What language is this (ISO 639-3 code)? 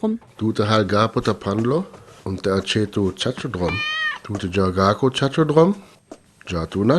rmo